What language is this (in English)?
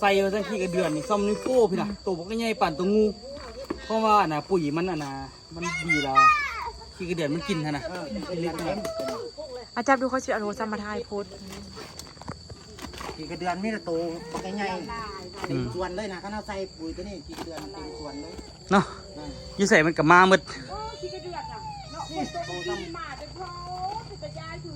Lao